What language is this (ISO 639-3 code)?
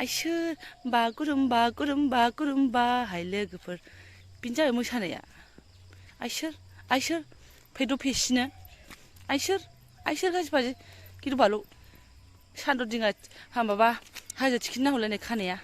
brx